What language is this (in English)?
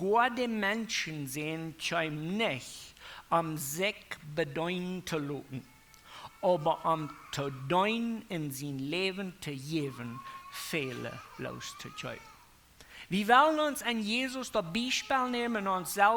Plautdietsch